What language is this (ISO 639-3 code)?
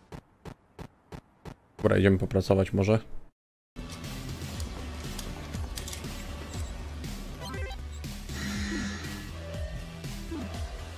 pol